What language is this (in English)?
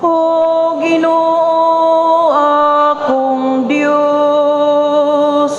Cebuano